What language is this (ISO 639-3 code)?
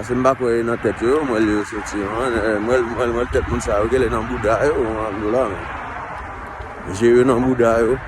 hat